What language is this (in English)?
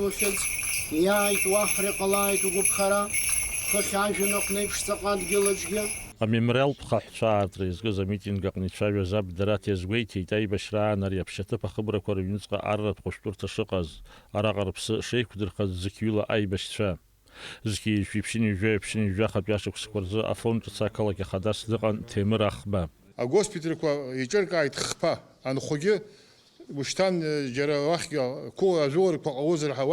Abkhazian